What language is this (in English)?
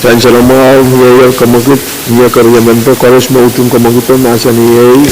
Pohnpeian